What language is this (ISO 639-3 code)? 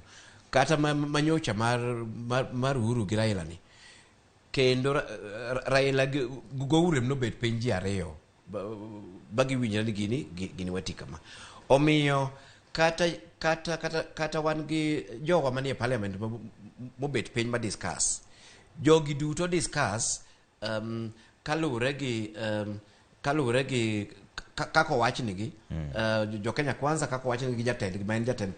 luo